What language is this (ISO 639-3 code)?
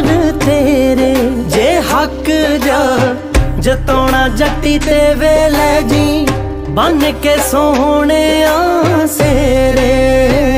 pan